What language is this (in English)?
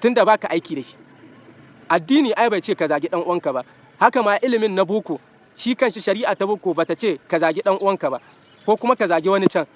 Hausa